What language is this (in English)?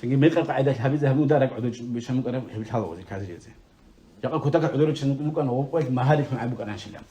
Avaric